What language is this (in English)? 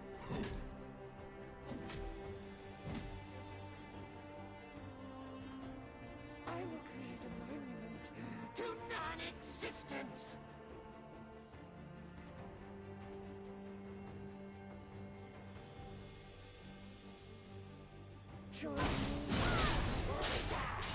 English